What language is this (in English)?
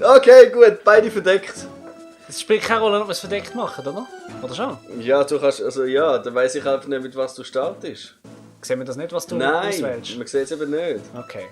Swiss German